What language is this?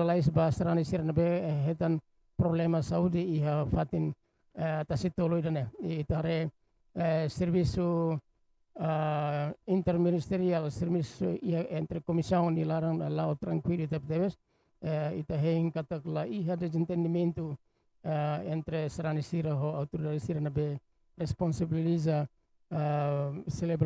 Tetum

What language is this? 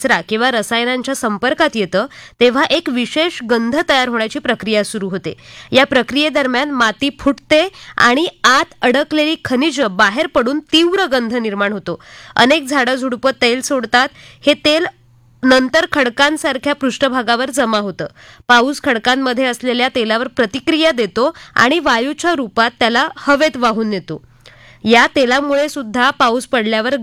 Marathi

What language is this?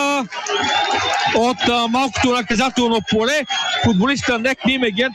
Bulgarian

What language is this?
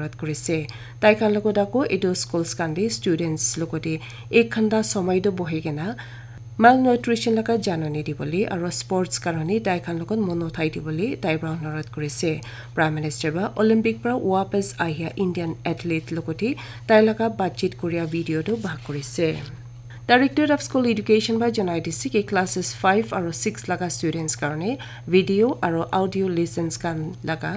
Naga Pidgin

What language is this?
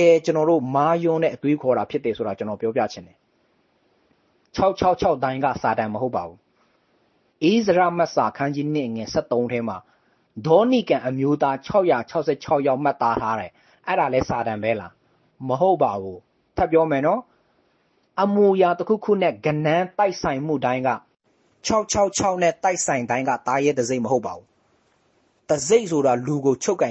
Burmese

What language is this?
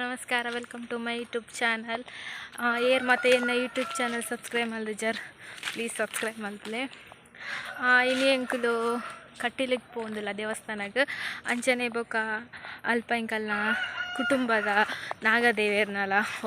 Tulu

